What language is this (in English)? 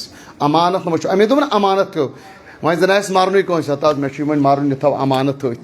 Kashmiri